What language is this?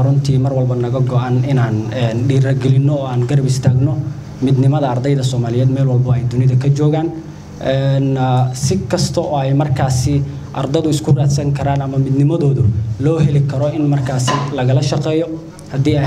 Somali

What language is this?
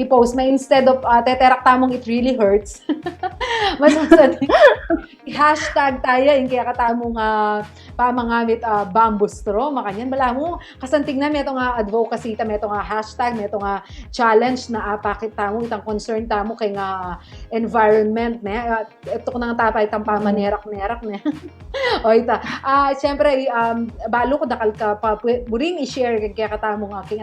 Pampanga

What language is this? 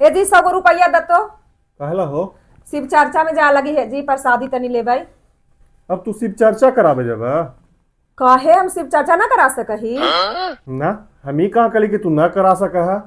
Magahi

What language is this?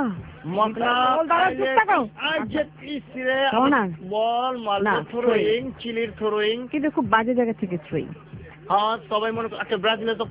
Bangla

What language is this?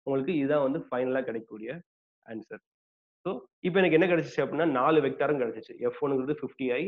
Tamil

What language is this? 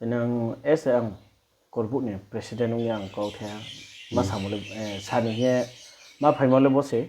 Riang (India)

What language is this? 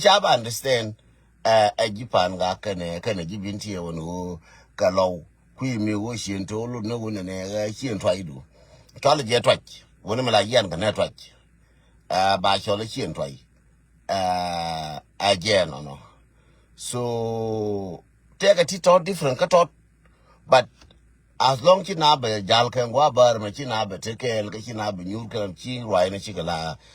Nuer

